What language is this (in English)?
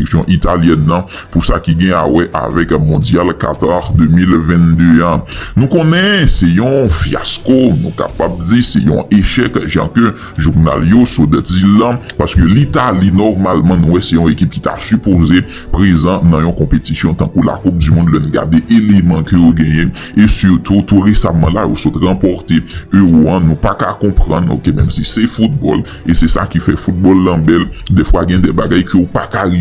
Haitian Creole